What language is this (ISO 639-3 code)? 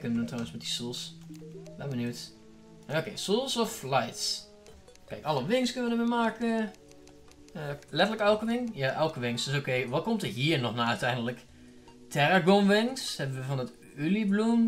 nld